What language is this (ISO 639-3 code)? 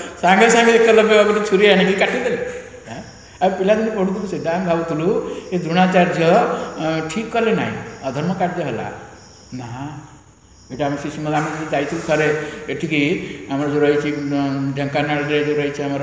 ori